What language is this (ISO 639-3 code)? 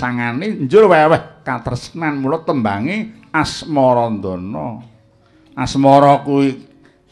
jav